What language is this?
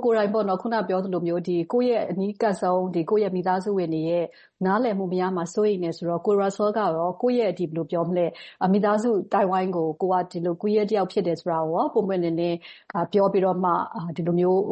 Burmese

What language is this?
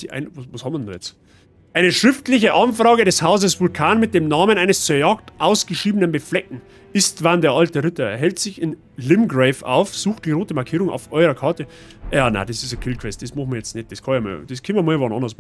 Bavarian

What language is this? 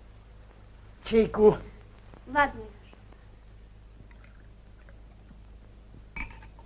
Russian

